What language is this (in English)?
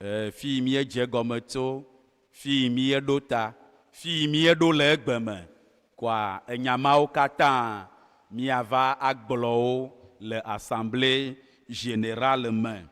Ewe